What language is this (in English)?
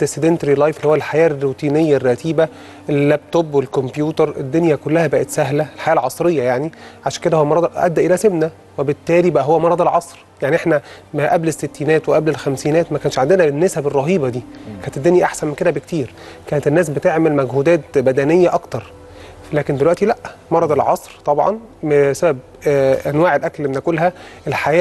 Egyptian Arabic